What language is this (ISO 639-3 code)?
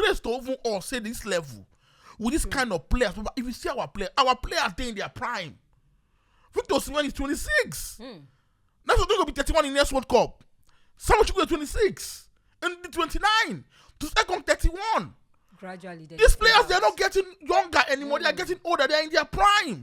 pcm